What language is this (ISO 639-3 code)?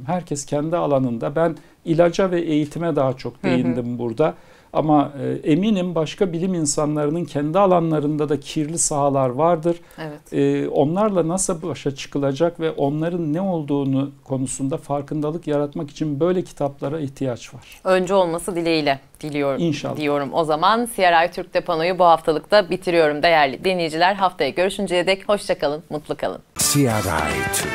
tur